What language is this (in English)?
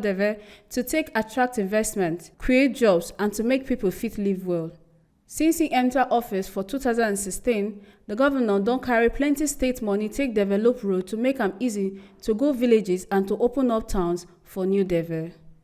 Nigerian Pidgin